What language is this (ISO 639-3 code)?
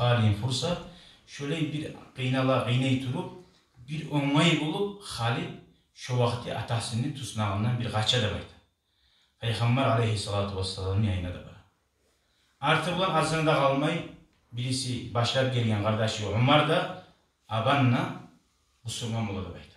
kum